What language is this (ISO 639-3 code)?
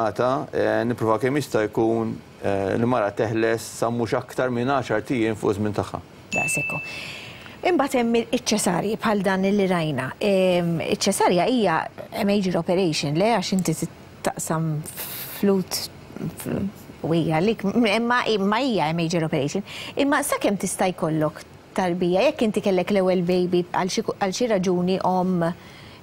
mlt